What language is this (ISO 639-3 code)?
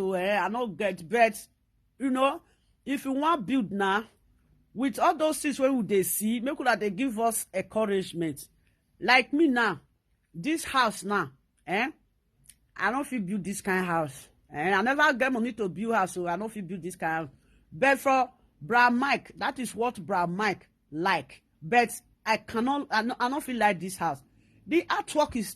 pcm